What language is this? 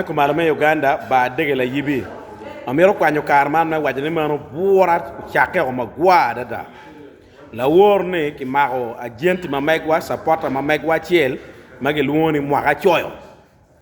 Acoli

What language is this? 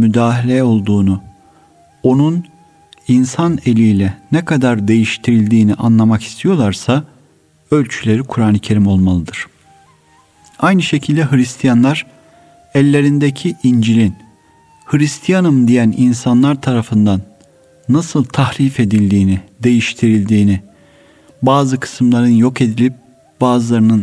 Turkish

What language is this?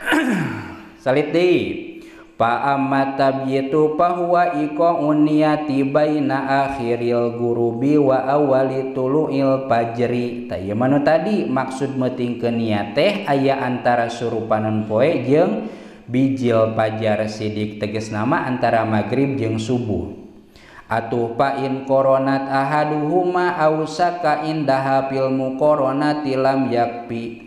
Sundanese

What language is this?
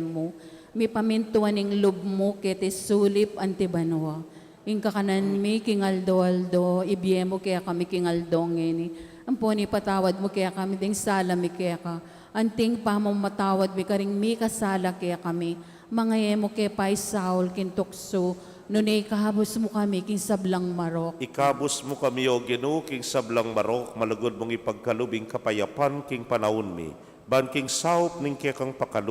Pampanga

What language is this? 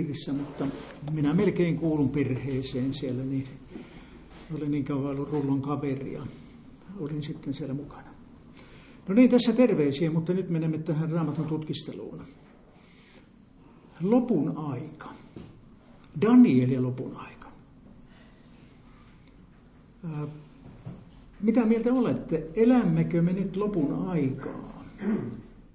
Finnish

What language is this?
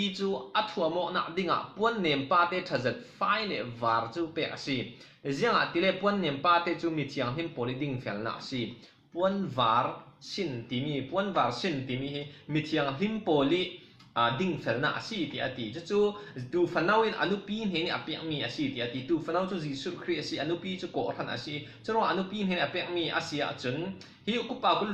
Falam Chin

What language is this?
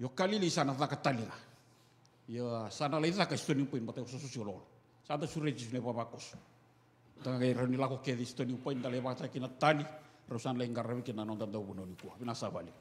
Fijian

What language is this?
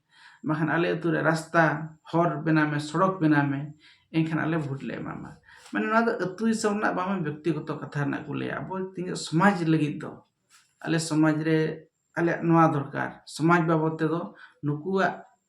Santali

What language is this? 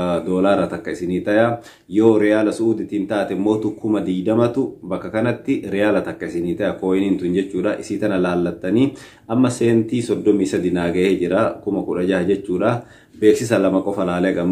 Oromo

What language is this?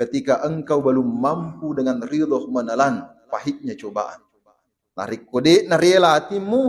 Buginese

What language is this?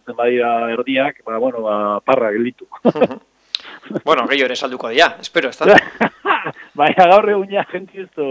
Basque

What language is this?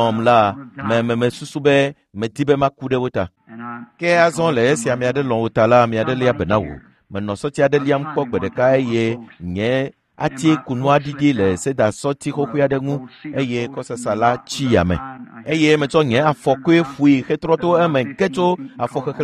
Ewe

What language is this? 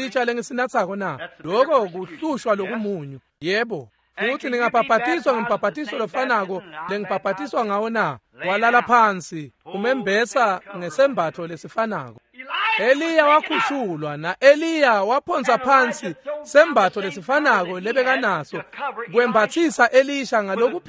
Swati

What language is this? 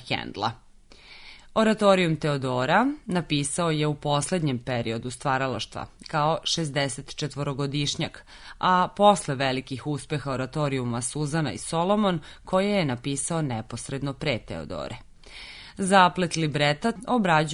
Serbian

